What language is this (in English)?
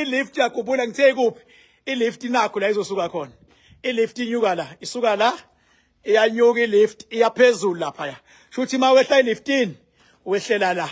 Zulu